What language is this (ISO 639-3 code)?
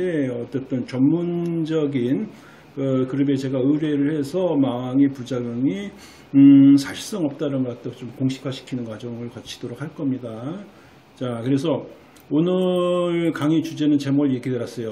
kor